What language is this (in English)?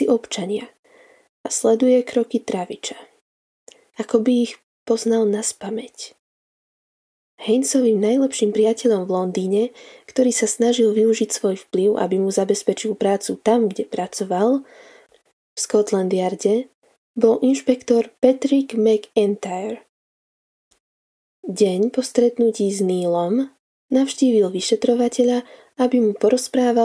Slovak